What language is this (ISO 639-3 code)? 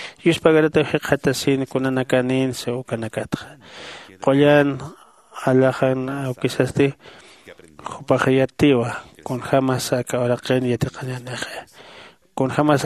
aym